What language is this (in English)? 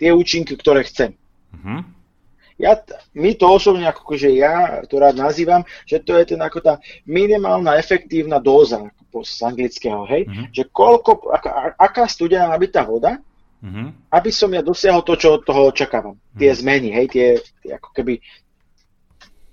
Slovak